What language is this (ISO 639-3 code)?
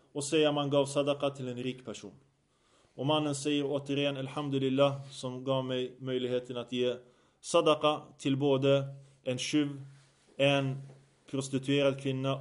swe